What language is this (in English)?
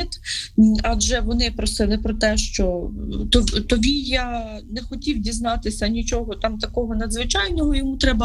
Ukrainian